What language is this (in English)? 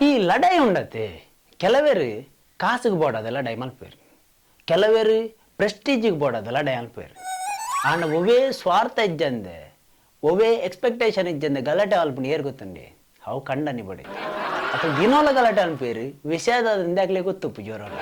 Tulu